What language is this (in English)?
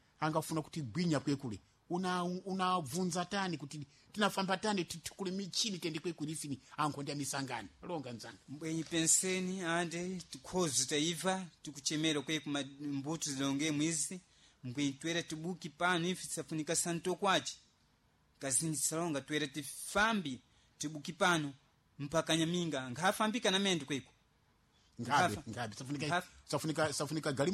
Sena